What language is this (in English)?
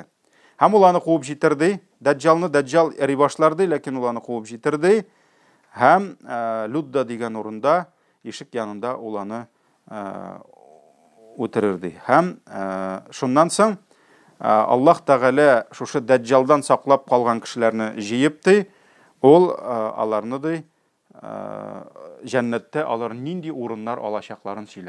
Tatar